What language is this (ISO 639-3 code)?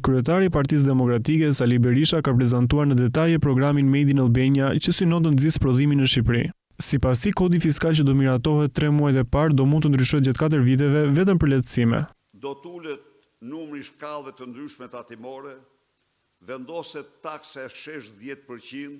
sqi